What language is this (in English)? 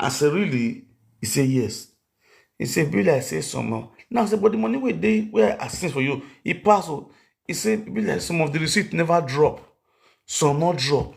Nigerian Pidgin